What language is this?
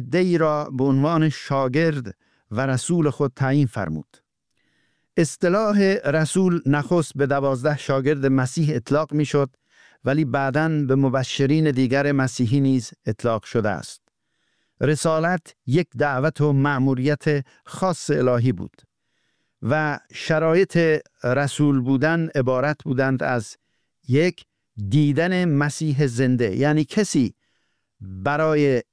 Persian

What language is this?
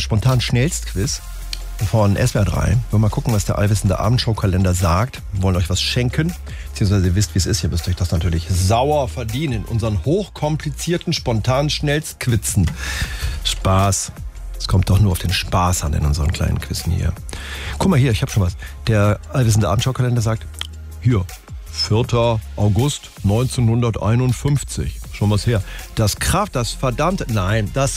German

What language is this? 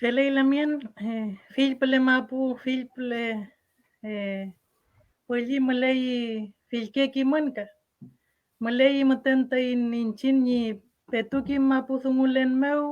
Mapuche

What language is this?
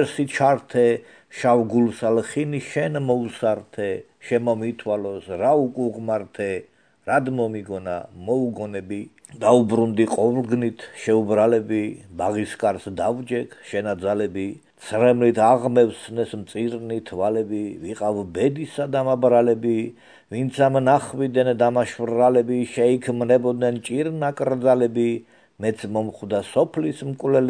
Georgian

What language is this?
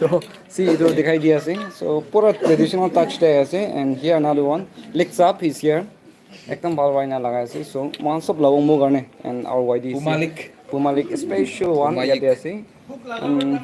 Naga Pidgin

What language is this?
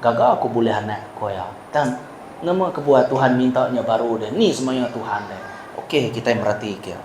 Iban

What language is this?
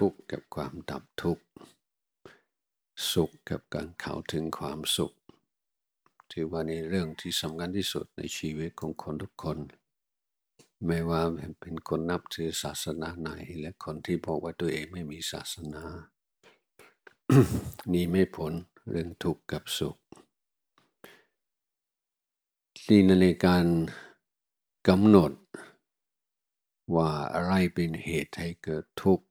Thai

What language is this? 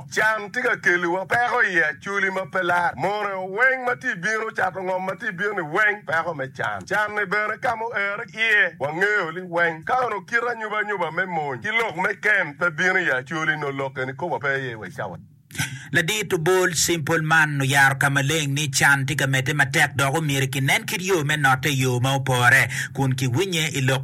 Acoli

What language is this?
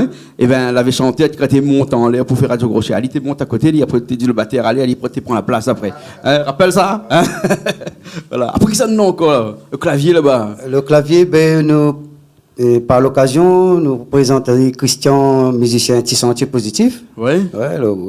Réunion Creole French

